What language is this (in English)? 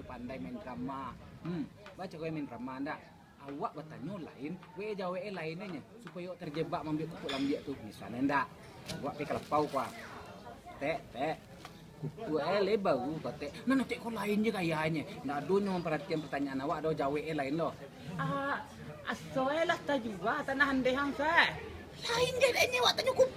Minangkabau